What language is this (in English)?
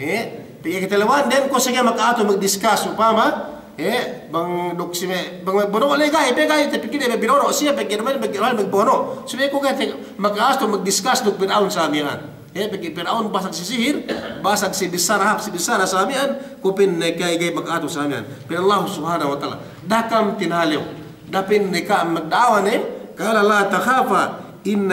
Yakan